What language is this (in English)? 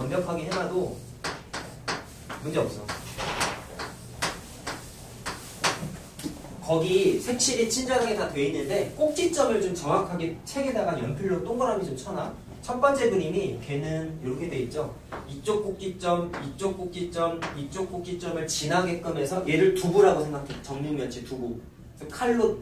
Korean